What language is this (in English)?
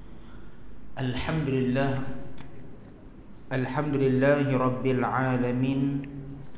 Malay